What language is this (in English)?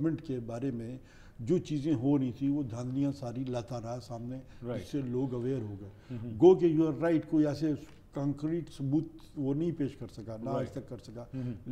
Urdu